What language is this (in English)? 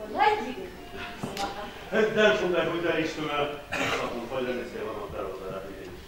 Bashkir